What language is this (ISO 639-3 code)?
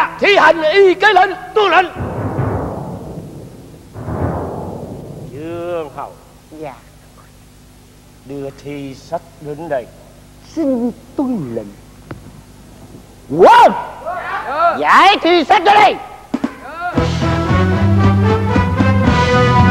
vie